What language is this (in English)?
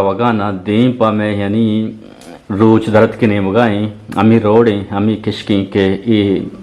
Eastern Balochi